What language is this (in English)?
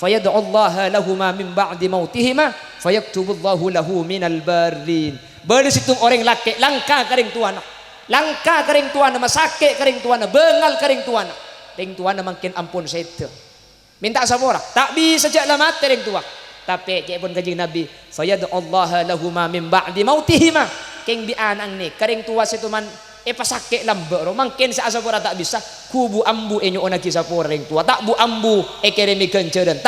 Madurese